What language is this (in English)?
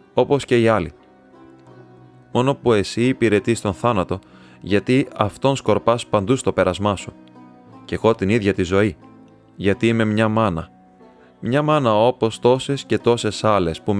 Greek